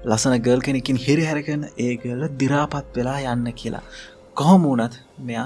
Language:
Sinhala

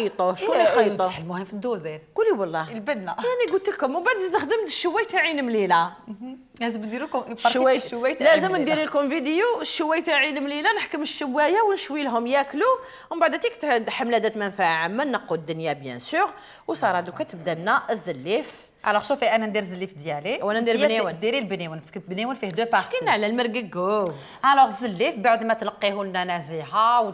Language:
Algerian Arabic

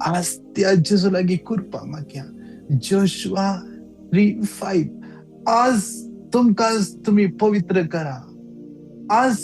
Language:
Konkani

